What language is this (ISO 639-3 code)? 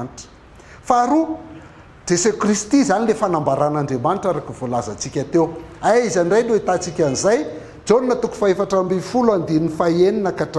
mlg